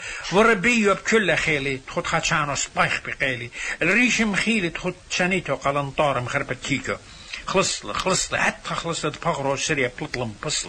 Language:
Assyrian Neo-Aramaic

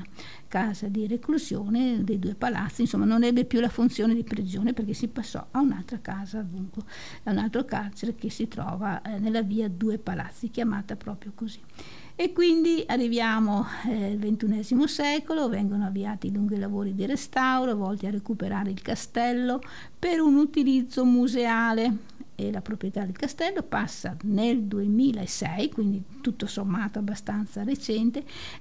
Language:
Italian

